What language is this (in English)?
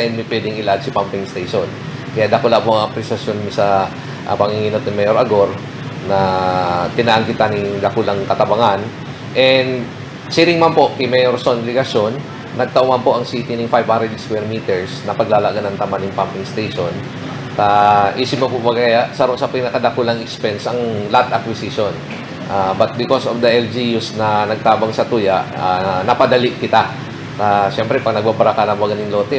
Bikol